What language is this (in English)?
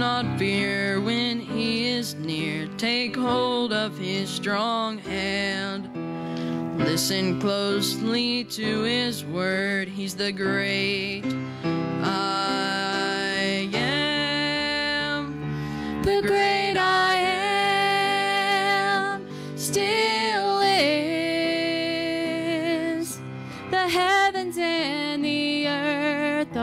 English